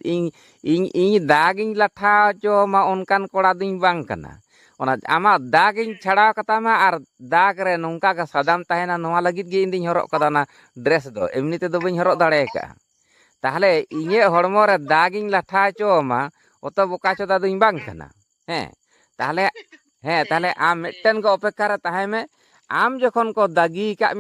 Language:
Santali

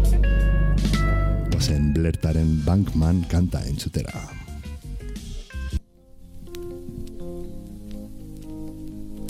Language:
Basque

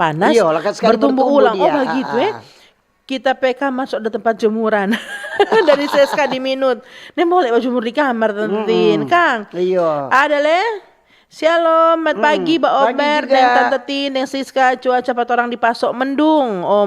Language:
Manado Malay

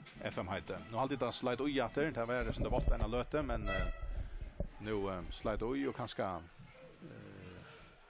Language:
Faroese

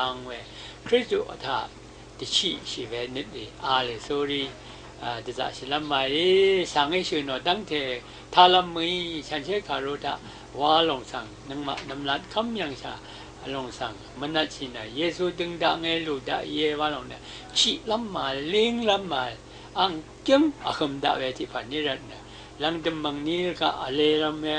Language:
Rawang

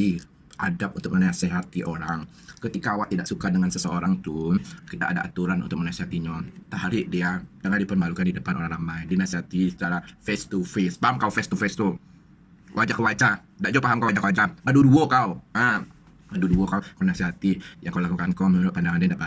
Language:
Minangkabau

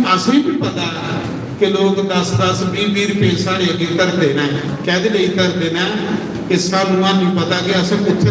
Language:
Dogri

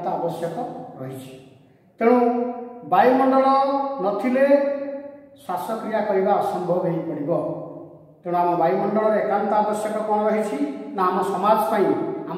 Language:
Odia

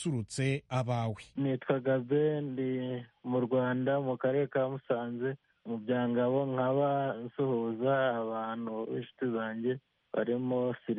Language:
Kinyarwanda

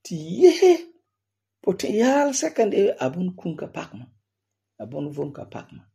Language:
Frafra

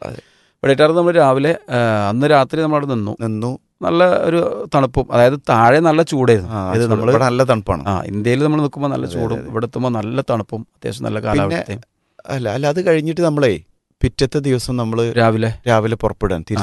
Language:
Malayalam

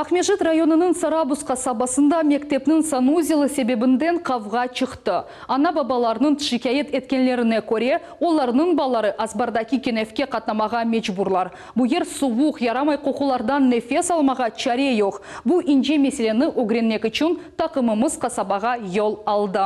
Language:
Crimean Tatar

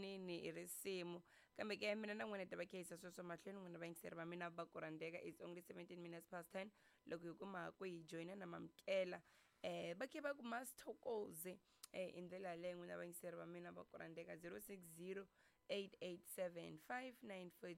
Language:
Tsonga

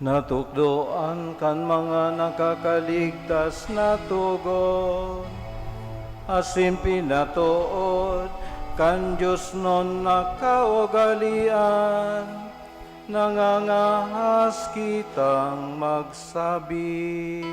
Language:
Bikol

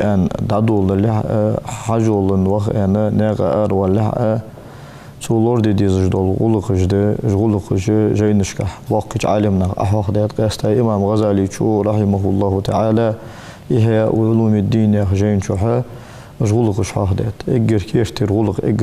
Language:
Ingush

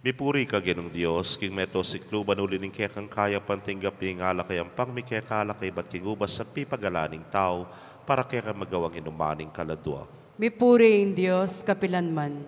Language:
Pampanga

